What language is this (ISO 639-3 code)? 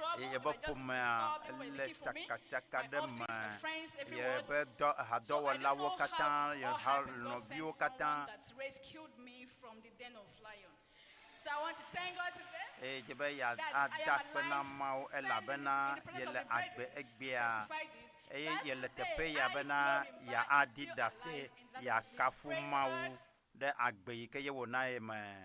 ewe